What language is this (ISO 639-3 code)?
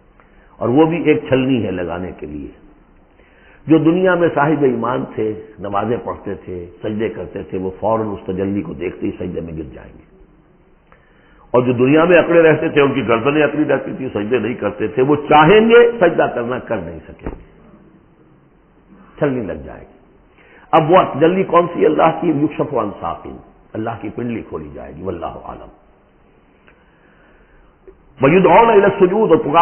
urd